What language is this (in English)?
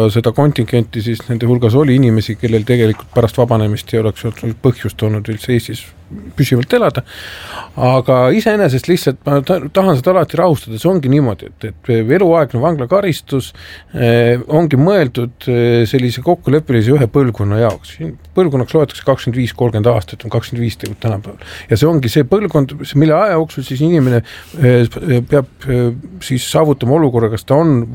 Estonian